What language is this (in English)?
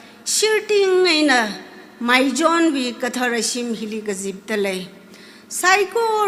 Tangkhul Naga (India)